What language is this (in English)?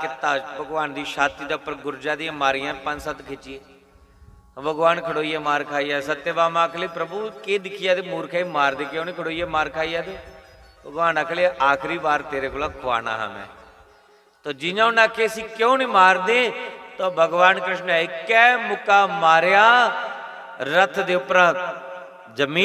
Dogri